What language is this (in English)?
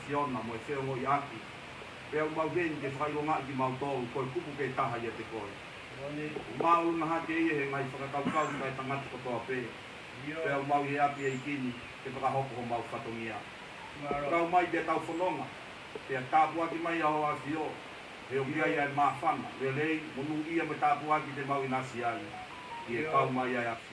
Tongan